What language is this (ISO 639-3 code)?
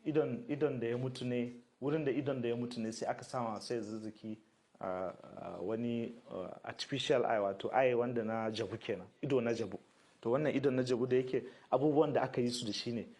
hau